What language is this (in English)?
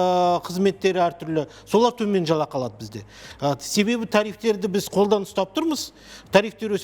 Kazakh